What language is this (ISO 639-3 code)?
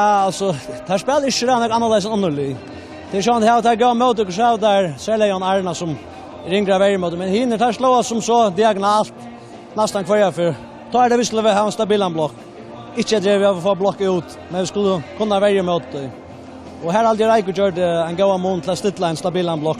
fao